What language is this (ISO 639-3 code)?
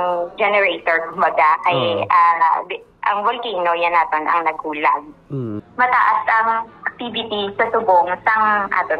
hil